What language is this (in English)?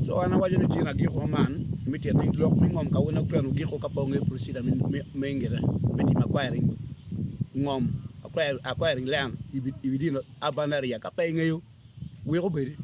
Acoli